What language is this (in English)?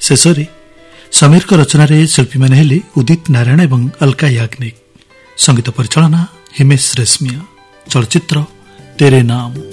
Odia